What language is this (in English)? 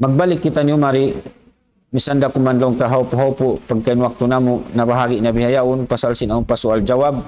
Tausug